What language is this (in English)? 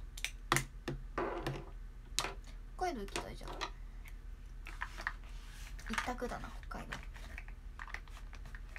Japanese